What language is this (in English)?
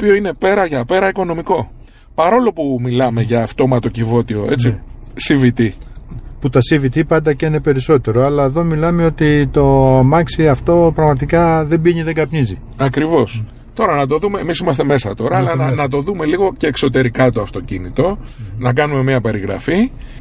Greek